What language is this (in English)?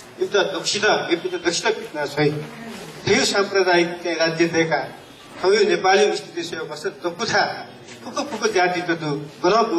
Newari